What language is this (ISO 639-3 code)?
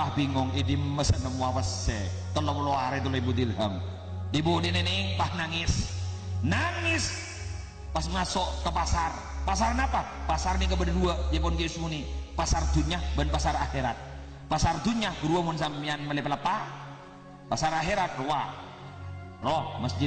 mad